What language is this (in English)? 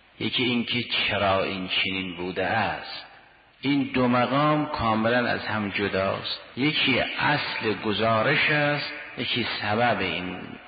Persian